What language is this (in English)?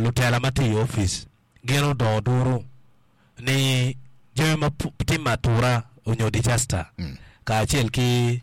Acoli